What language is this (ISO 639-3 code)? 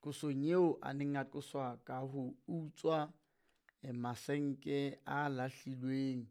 sot